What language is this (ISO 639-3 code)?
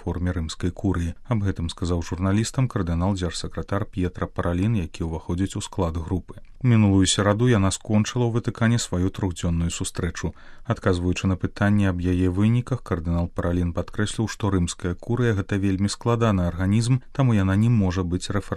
bel